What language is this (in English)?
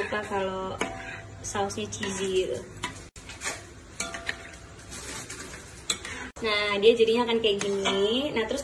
Indonesian